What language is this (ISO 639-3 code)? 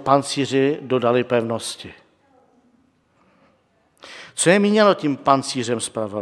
ces